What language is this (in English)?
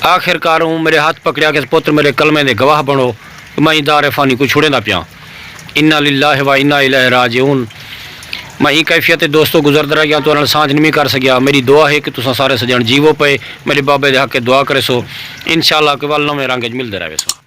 Saraiki